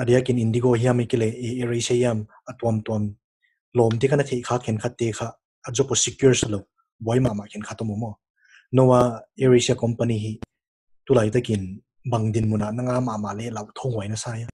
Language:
Paite Chin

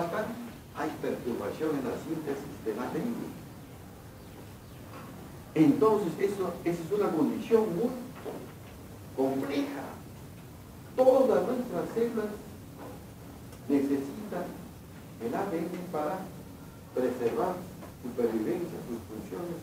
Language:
Spanish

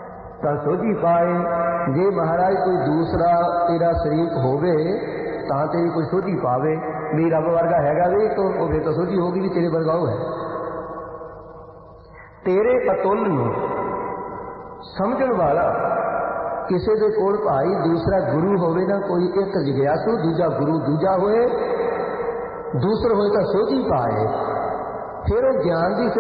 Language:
Punjabi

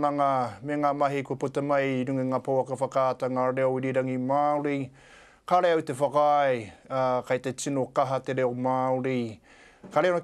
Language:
Māori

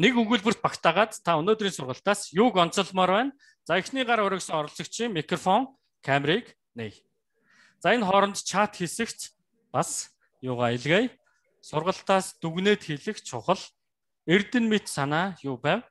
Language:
Mongolian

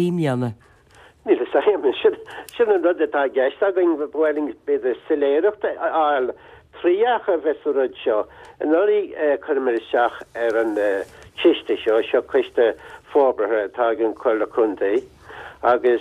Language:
Irish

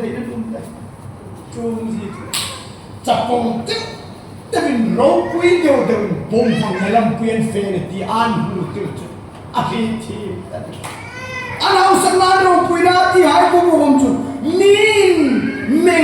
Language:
Hmar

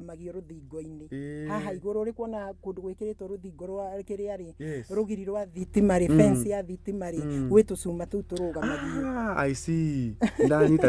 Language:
Kikuyu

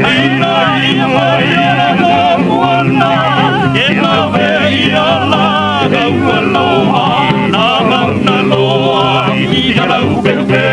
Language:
Hawaiian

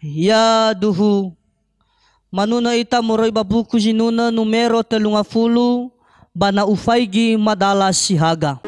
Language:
Nias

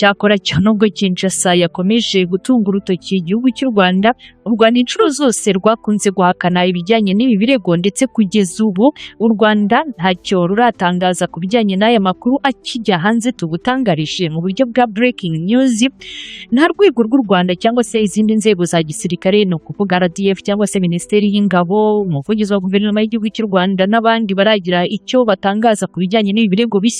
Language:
Kinyarwanda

